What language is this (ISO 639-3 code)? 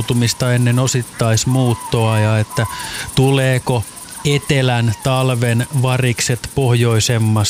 fin